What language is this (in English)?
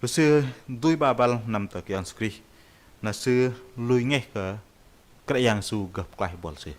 Bahnar